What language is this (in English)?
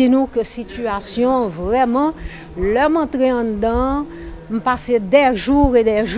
Haitian Creole